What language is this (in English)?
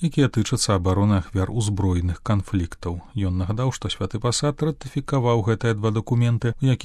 Belarusian